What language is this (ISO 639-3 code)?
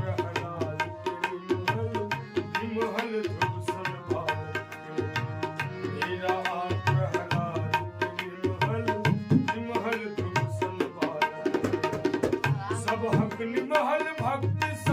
mai